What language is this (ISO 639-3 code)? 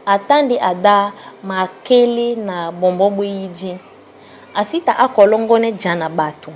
dua